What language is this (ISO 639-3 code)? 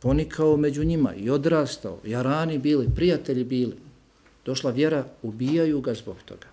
bos